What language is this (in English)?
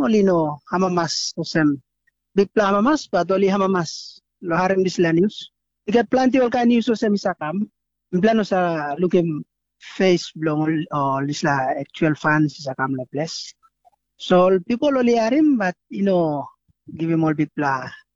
Tok Pisin